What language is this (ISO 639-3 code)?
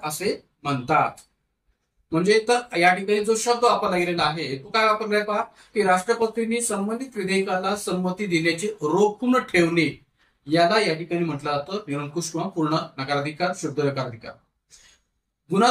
mar